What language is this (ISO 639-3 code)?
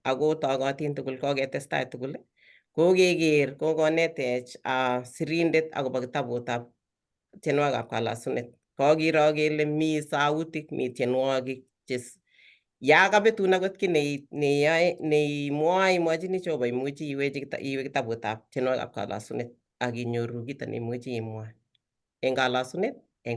kln